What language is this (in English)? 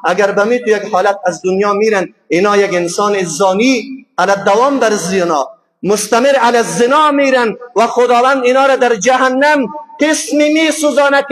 Persian